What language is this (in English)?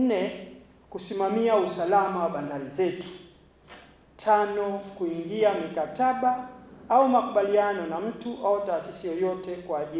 Swahili